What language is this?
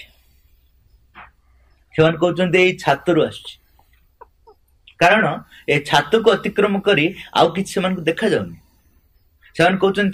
Odia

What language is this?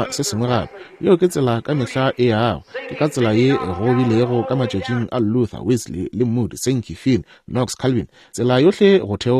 Northern Sotho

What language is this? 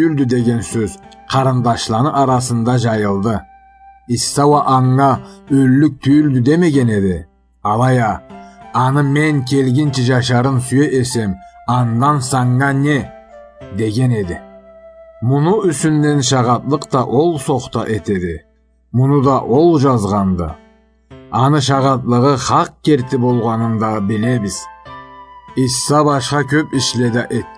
Karachay-Balkar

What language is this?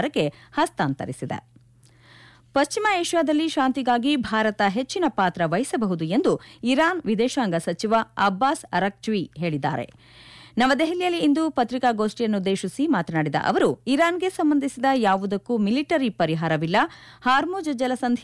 Kannada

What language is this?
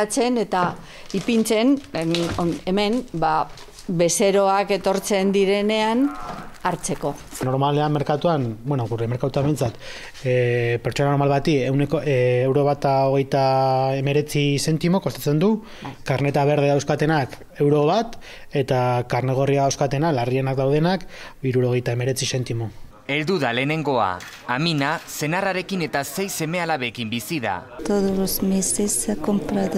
Basque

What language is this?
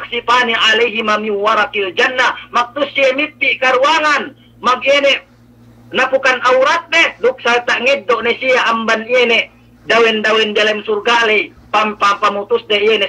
Yakan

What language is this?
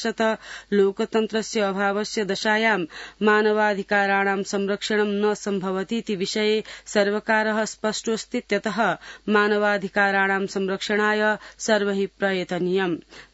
Sanskrit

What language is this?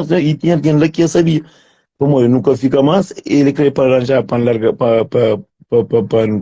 Kabuverdianu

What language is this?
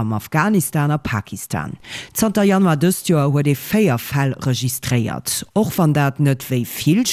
Luxembourgish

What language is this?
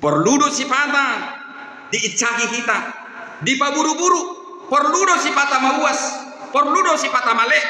Batak Toba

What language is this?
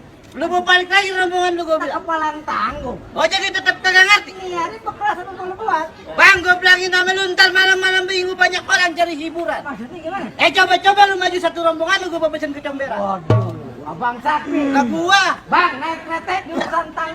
Betawi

